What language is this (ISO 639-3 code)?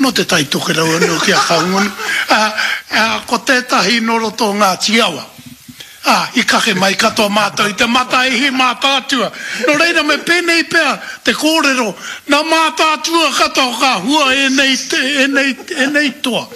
mri